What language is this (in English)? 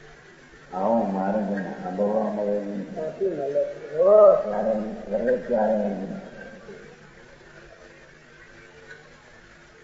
Gujarati